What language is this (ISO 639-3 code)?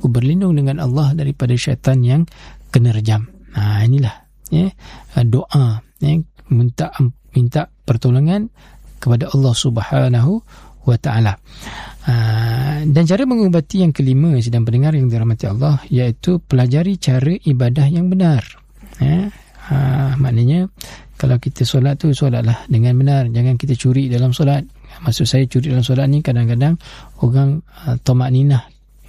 msa